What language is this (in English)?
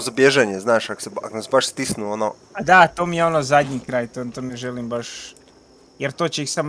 Croatian